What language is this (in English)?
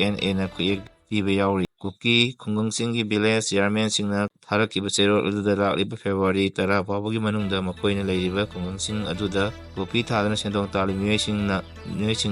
Manipuri